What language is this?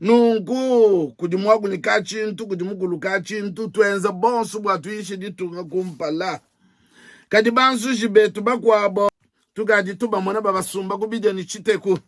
Luba-Lulua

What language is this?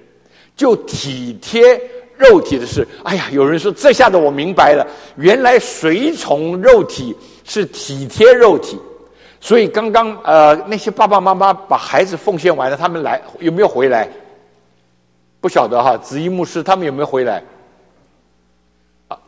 Chinese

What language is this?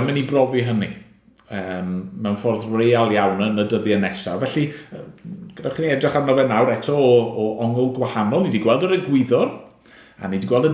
Welsh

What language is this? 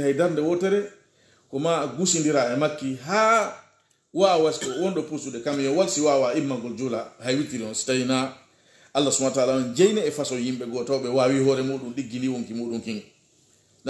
Pular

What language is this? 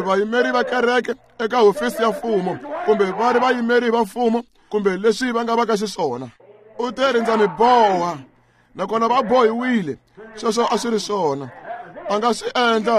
Tsonga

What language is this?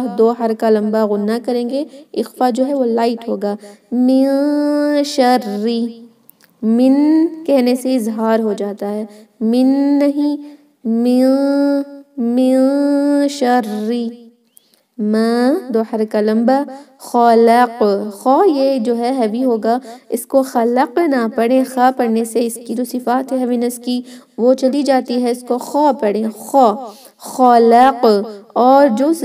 Urdu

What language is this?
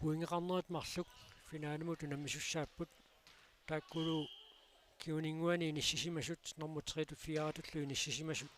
Kalaallisut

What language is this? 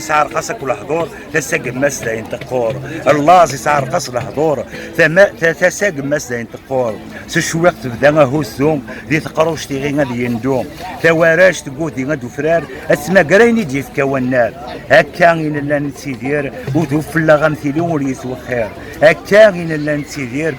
Kabyle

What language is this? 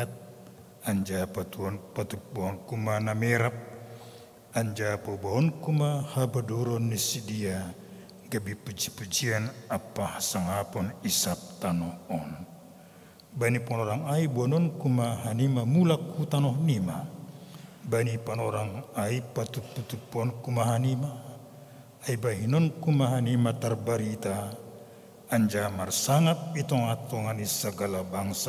Batak Simalungun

